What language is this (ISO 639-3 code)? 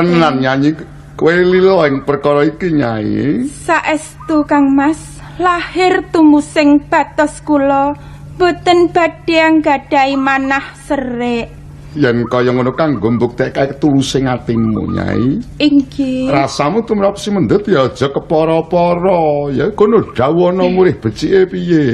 jav